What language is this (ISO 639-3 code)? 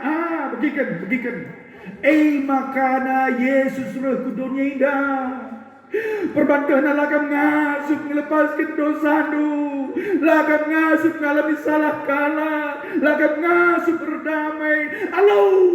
btx